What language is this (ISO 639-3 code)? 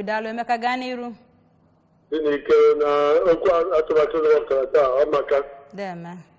ibo